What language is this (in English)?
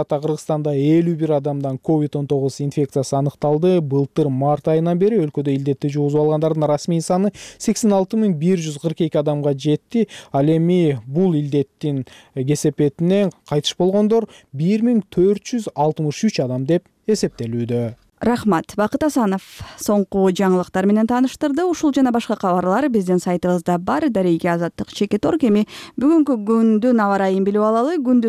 Kyrgyz